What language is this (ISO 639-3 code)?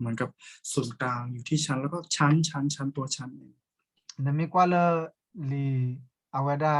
ksw